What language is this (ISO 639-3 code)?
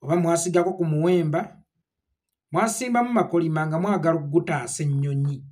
lug